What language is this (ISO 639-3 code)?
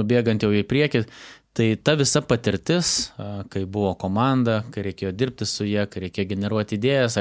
lit